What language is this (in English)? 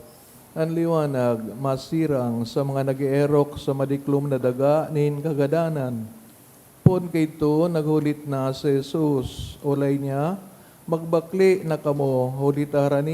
Bikol